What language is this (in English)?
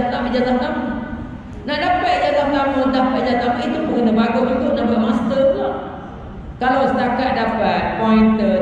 Malay